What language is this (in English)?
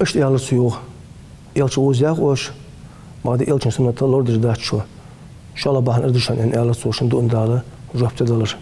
Ingush